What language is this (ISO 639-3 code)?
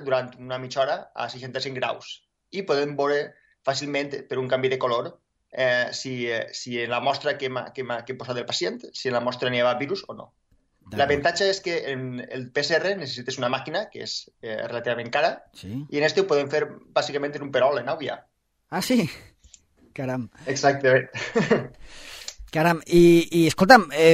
cat